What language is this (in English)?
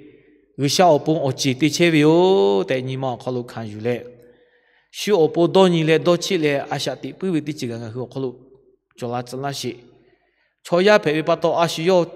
Lahu